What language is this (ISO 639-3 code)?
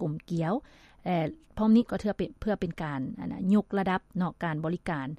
lao